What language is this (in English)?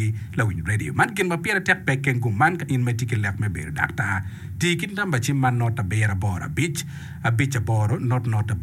Acoli